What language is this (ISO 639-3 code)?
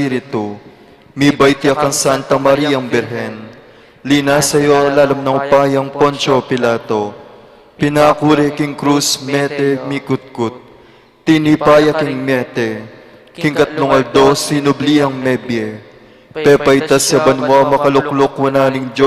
pam